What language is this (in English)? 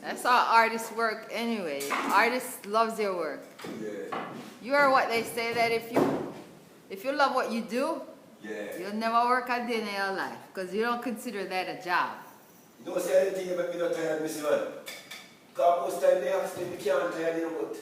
Jamaican Creole English